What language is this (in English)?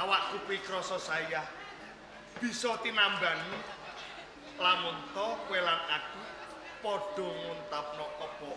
Javanese